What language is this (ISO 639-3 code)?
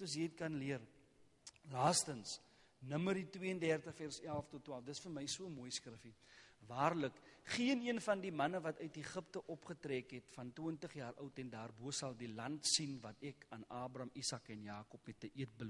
afr